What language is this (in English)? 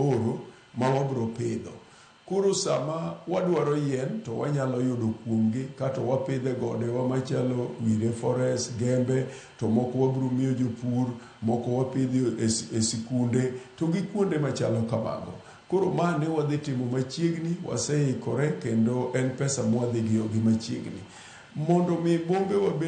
Luo (Kenya and Tanzania)